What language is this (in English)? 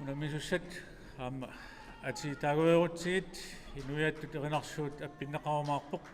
Kalaallisut